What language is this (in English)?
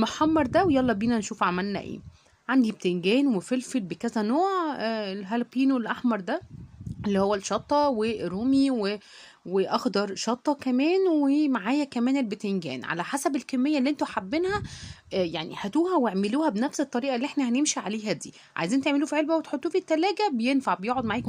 Egyptian Arabic